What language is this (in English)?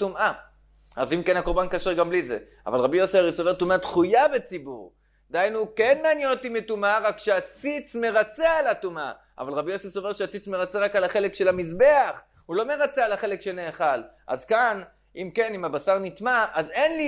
Hebrew